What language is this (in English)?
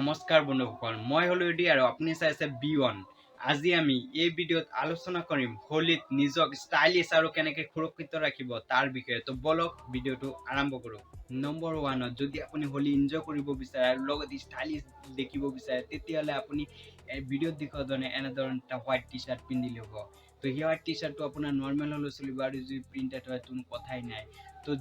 Assamese